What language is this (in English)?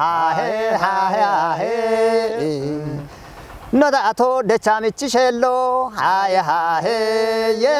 Kafa